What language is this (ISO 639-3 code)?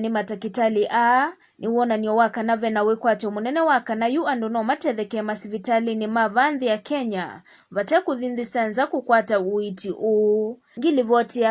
kam